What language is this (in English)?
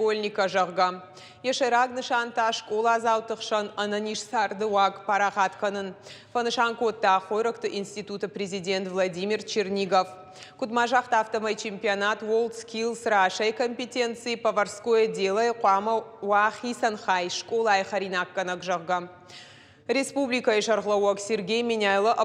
Ossetic